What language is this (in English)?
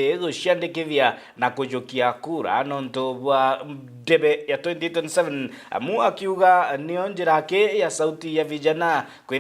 Meru